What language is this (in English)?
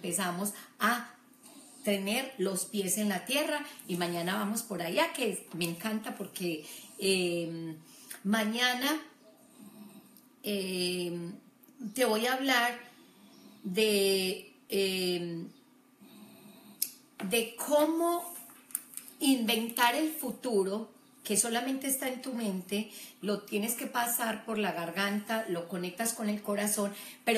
Spanish